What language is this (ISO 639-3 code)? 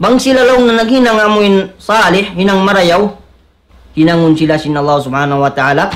tsg